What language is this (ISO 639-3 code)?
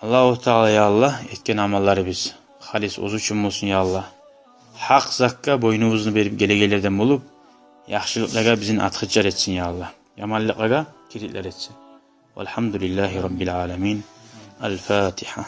kum